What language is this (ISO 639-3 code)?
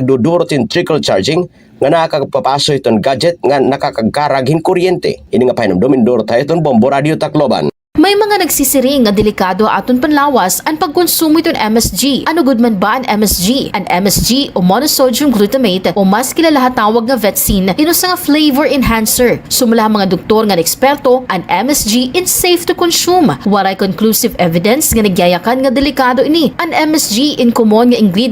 war